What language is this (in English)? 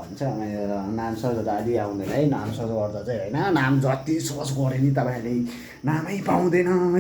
Nepali